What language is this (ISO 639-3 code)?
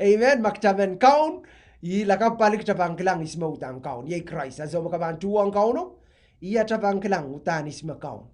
pon